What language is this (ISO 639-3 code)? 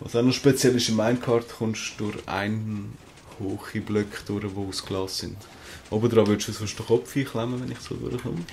gsw